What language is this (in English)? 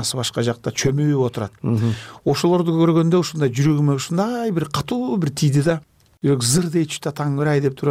Kyrgyz